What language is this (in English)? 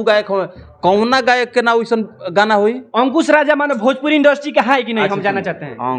Bhojpuri